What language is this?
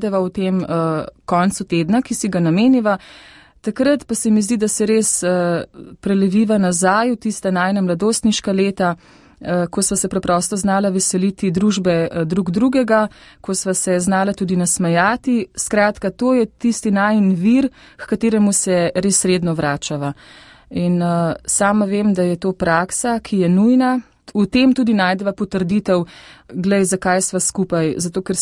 Slovenian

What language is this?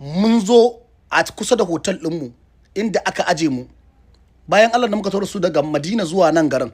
Hausa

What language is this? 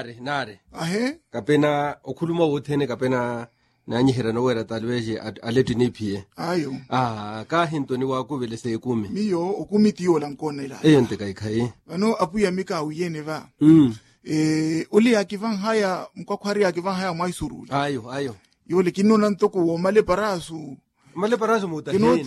Makhuwa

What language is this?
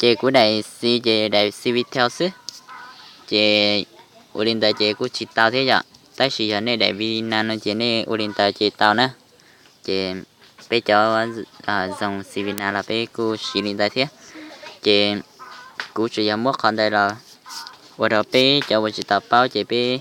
Hmong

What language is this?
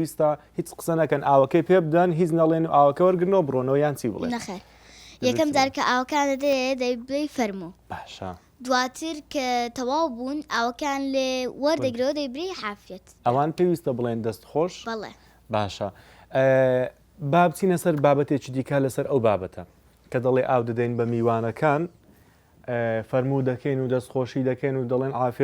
Central Kurdish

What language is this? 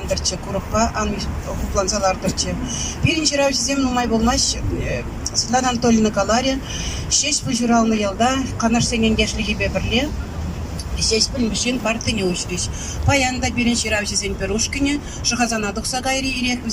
Chuvash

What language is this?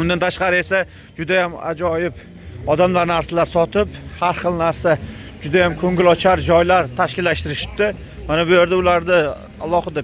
Uzbek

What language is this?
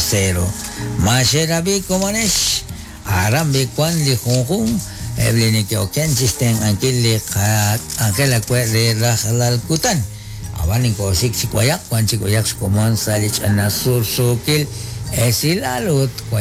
Kekchí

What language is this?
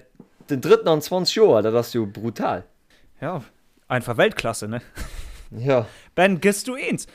Luxembourgish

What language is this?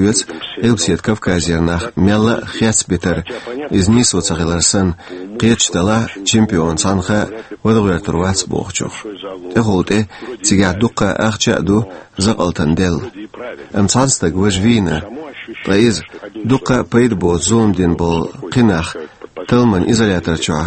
Chechen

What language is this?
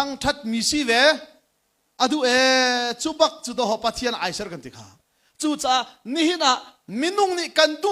Hakha Chin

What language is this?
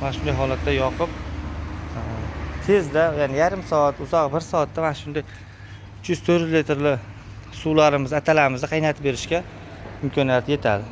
Uzbek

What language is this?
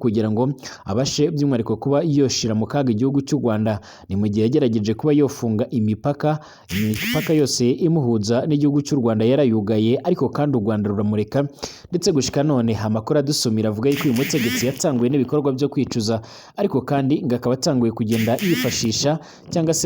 Rundi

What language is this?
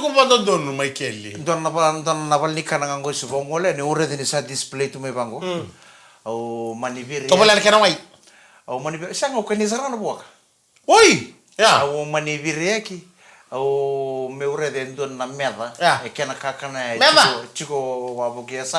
Fijian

